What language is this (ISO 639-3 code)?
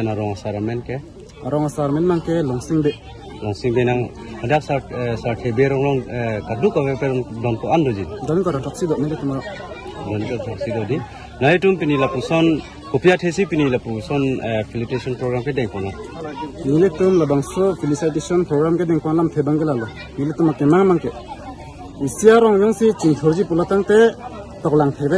mjw